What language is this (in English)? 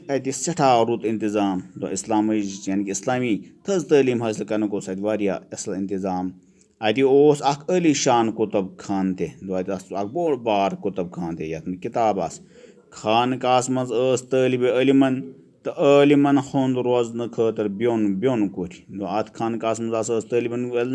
Kashmiri